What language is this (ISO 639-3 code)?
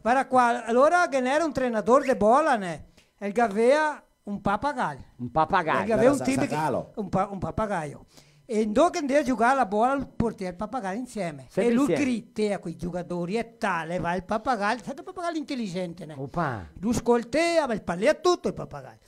vec